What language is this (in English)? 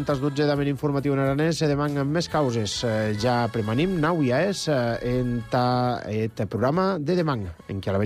Catalan